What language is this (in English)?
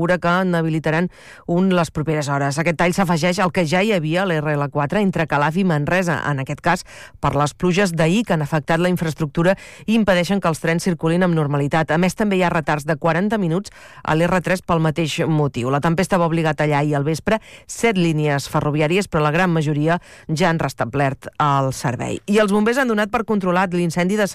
Catalan